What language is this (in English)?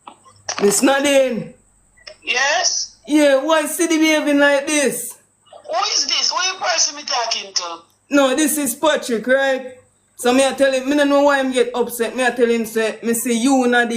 Jamaican Creole English